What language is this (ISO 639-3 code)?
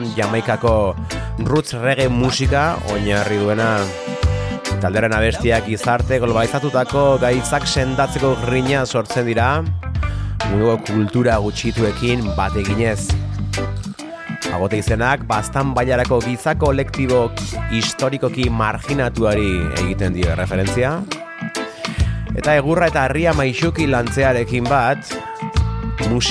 eus